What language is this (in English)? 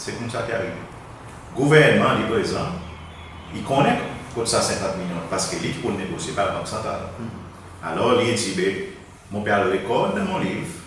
Seselwa Creole French